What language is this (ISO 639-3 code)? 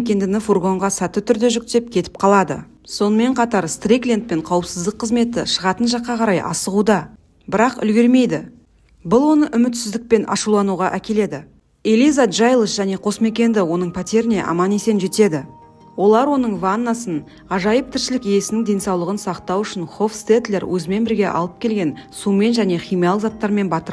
kaz